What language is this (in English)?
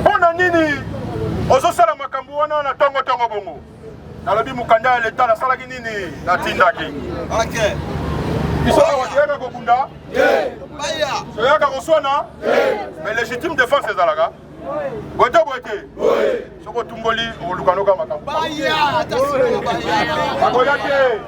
Lingala